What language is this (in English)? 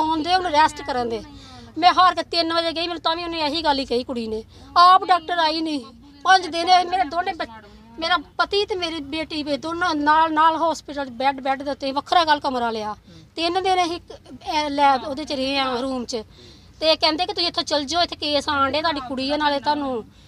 Punjabi